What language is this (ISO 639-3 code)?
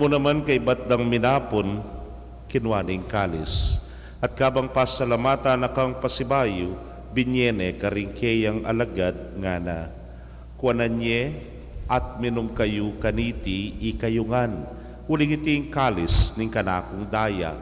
pam